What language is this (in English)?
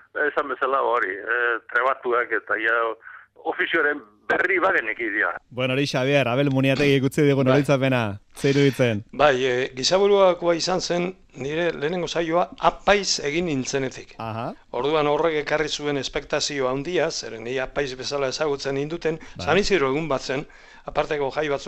Basque